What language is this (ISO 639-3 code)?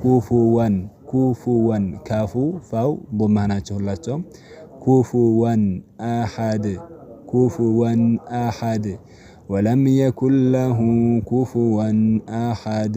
amh